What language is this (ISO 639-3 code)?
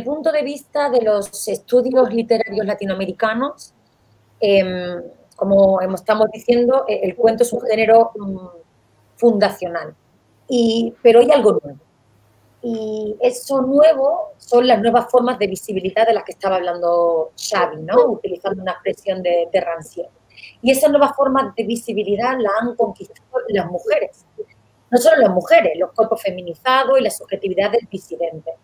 spa